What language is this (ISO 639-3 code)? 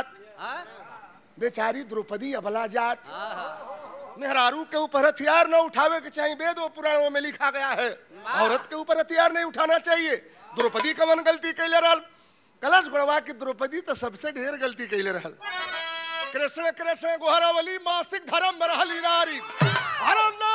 bho